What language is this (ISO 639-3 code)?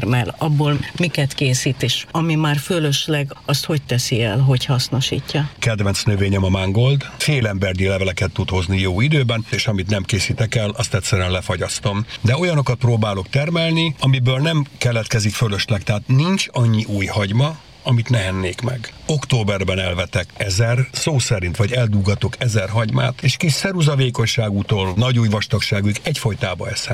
hun